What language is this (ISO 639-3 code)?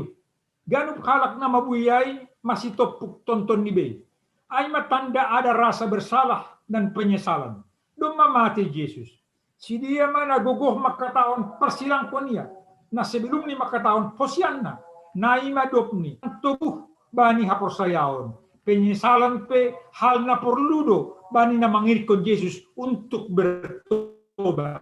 bts